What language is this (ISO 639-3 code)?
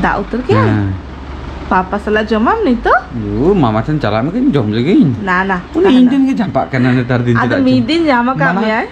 sat